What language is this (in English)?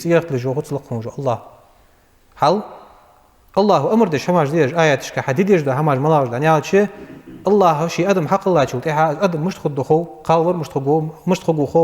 Ingush